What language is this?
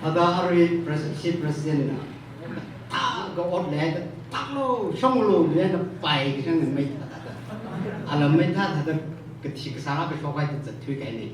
Tangkhul Naga (India)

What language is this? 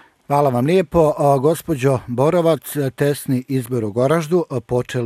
Bosnian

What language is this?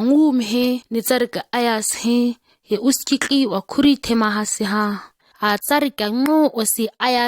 ǁGana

